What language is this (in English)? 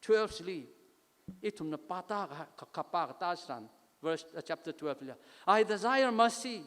Tangkhul Naga (India)